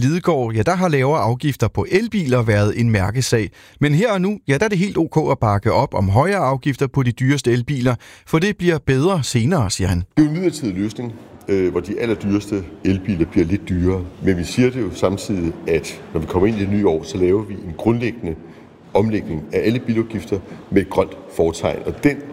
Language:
Danish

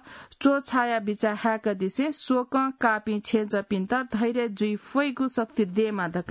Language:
Newari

